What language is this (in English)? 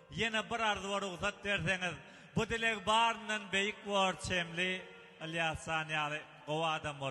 Turkmen